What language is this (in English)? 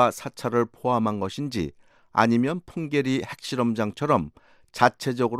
Korean